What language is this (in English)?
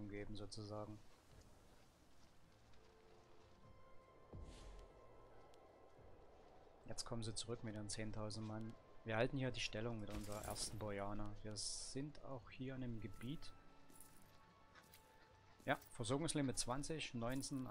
German